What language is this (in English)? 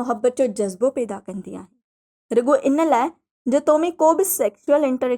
Sindhi